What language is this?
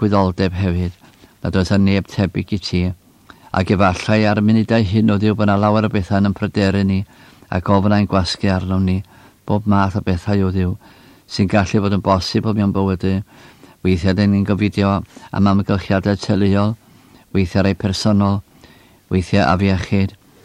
Welsh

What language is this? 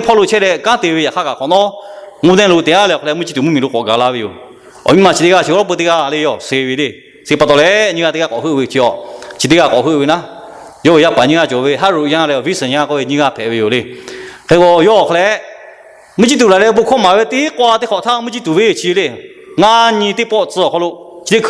Lahu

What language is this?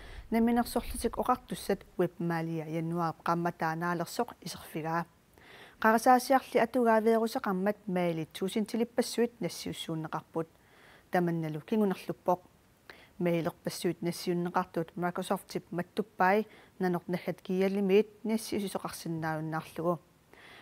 Kalaallisut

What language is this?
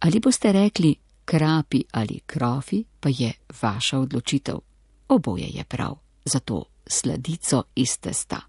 Slovenian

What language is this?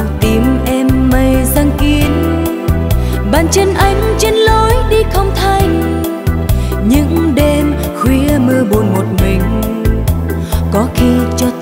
Vietnamese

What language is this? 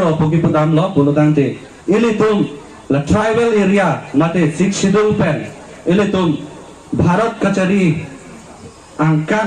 Karbi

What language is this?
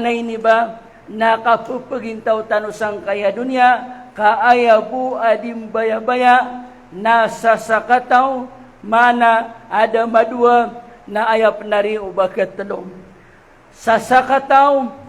Maranao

